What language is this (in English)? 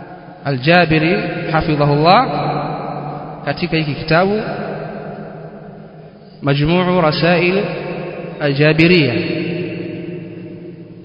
Swahili